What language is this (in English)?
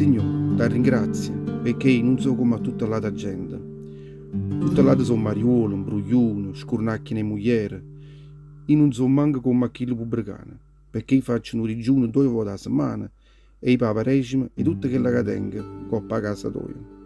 Neapolitan